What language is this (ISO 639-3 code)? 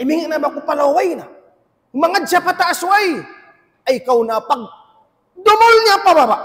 tsg